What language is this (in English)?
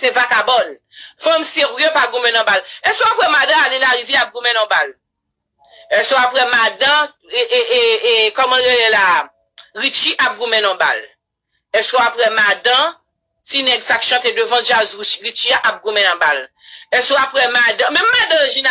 Haitian Creole